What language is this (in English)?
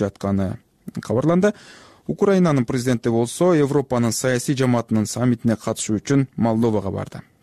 Kyrgyz